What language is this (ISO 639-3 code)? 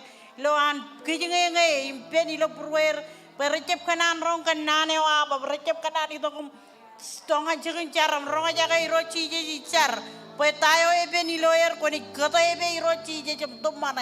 mah